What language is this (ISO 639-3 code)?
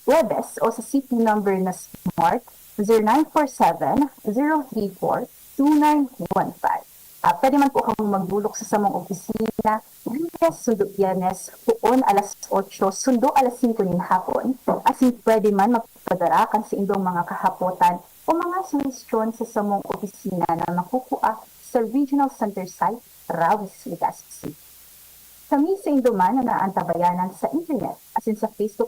bik